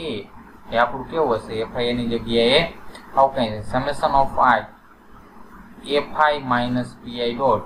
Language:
Gujarati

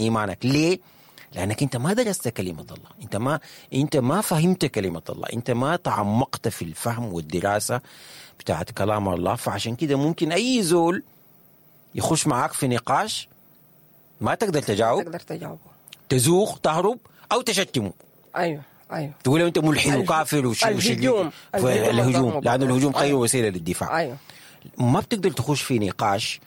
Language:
Sudanese Arabic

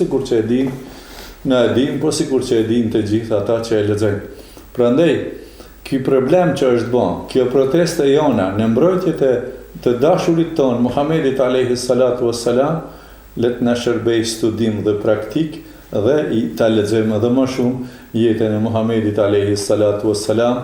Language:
Albanian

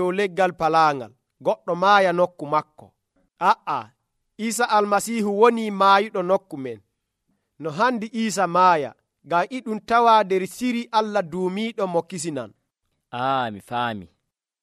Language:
Nigerian Fulfulde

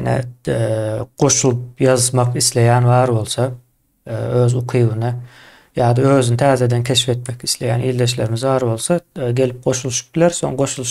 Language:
Turkmen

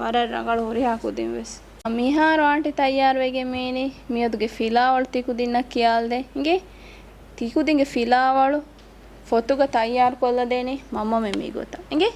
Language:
Divehi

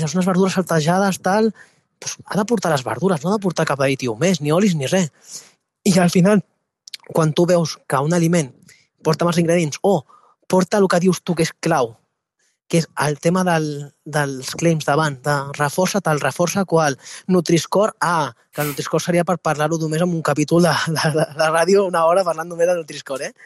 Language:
Catalan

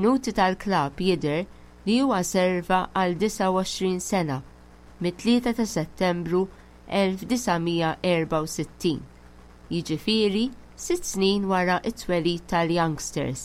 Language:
Maltese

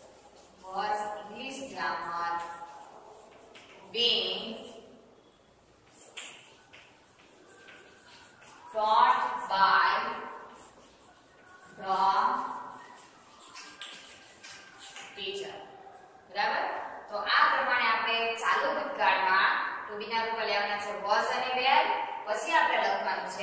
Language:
Gujarati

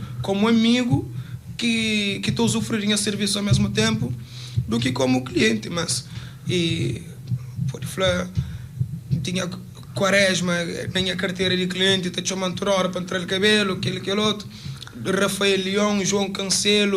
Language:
Kabuverdianu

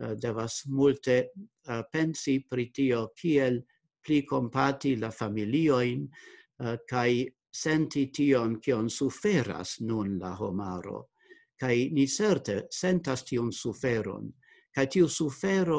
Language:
Esperanto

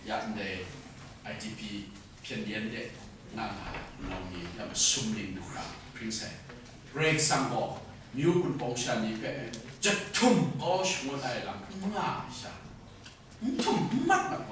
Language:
Kachin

